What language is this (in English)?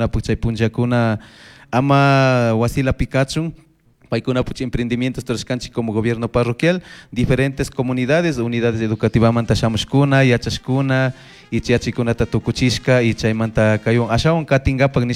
Chimborazo Highland Quichua